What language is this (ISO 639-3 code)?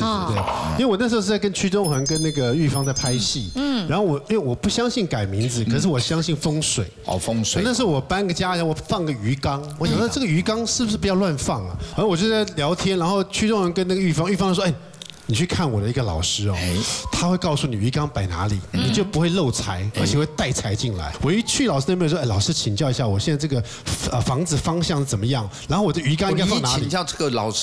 zho